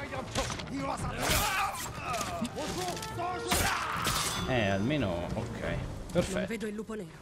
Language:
Italian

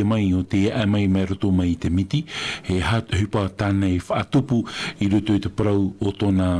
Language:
Tahitian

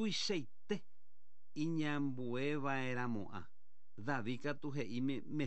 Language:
Guarani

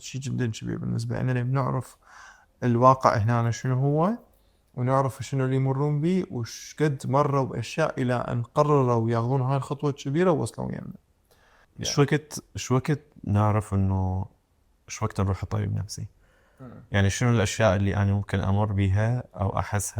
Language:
Mesopotamian Arabic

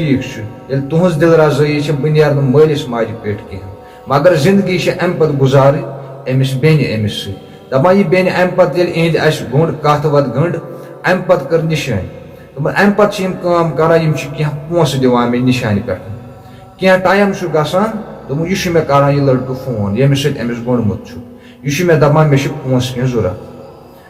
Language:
Kashmiri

